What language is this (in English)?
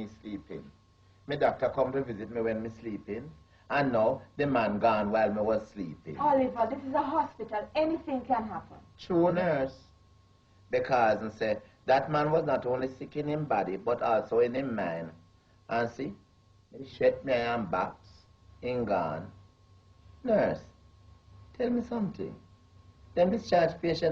Jamaican Creole English